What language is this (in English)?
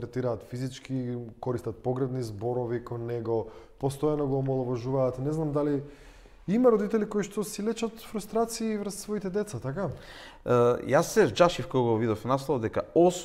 Macedonian